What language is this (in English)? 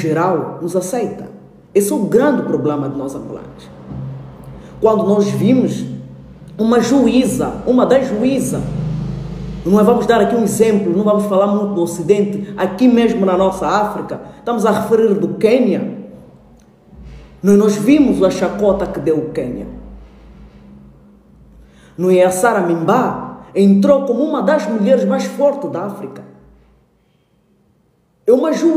Portuguese